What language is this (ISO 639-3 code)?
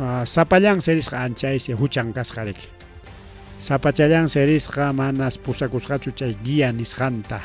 quy